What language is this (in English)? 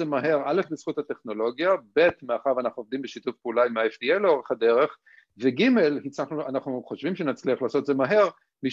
Hebrew